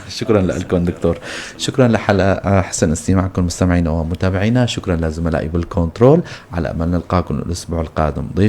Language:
North Levantine Arabic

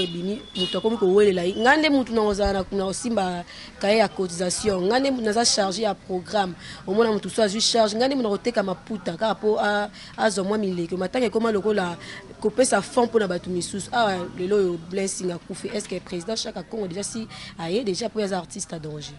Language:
Lingala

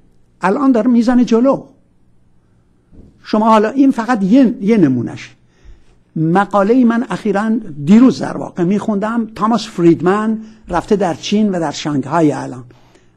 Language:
Persian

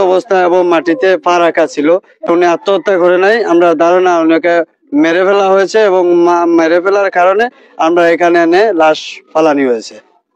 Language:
Sylheti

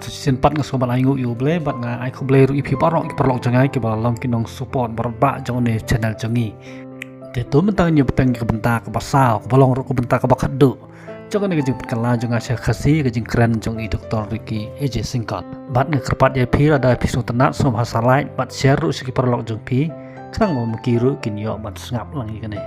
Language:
Khasi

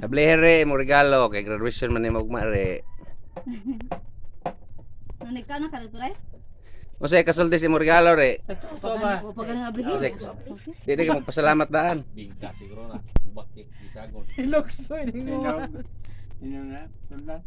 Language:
Cebuano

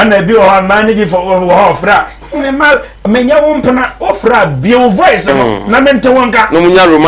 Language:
Akan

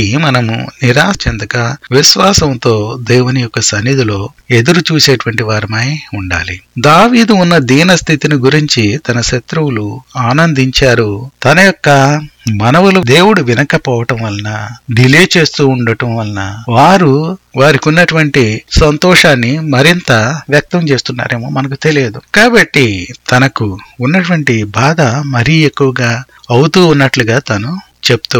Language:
Telugu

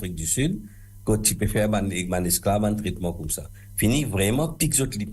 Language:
Morisyen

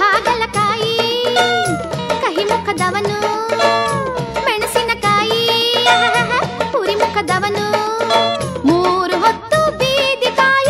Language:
Kannada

